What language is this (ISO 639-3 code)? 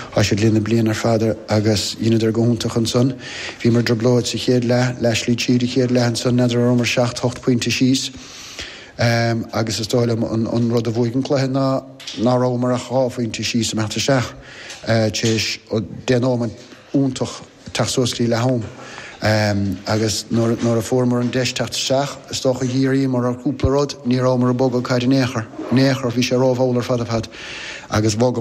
gle